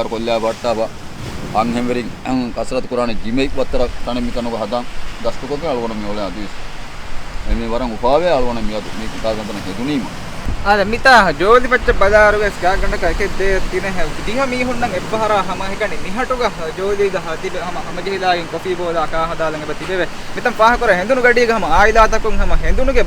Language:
Divehi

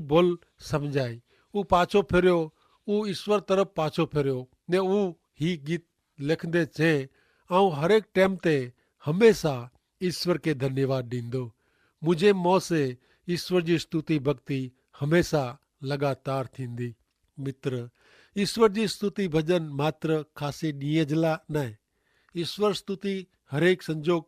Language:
Kachhi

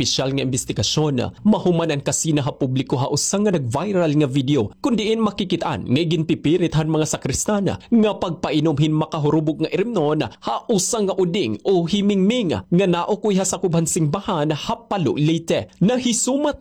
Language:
Waray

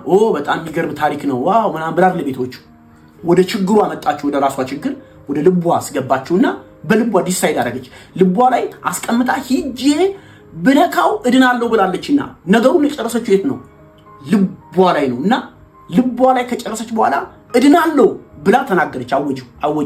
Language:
Amharic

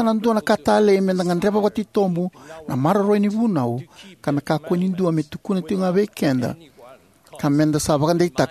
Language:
Fijian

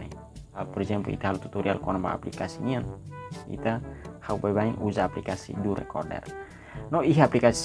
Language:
Tetum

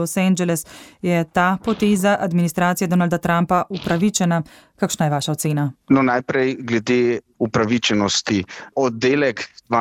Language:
Slovenian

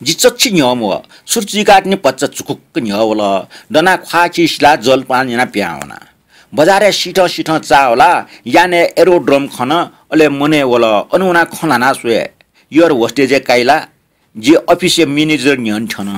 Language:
Newari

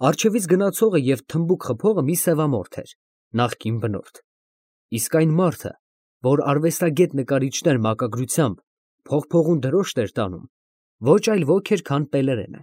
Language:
Armenian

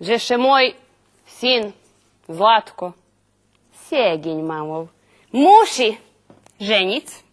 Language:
Rusyn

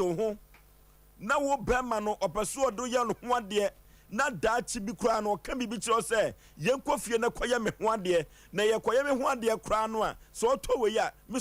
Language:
Akan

